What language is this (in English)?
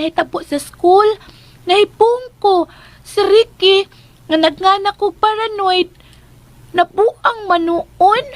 Cebuano